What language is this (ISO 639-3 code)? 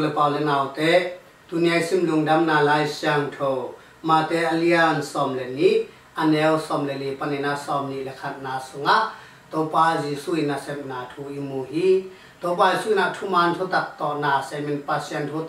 ctd